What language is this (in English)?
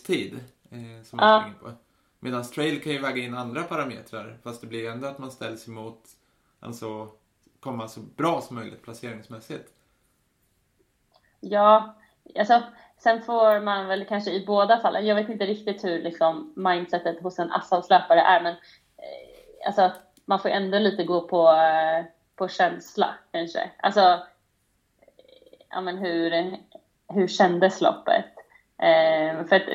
Swedish